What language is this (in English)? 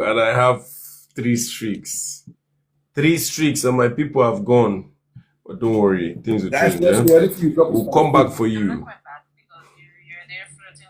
Nigerian Pidgin